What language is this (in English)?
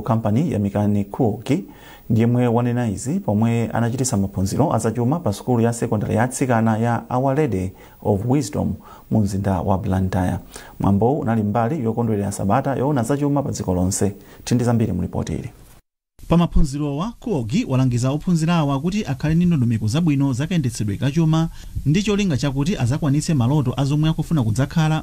Nyanja